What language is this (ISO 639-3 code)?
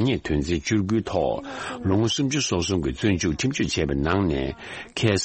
bod